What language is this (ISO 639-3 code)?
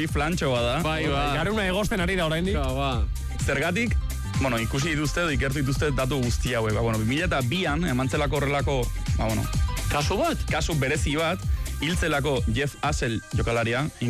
eus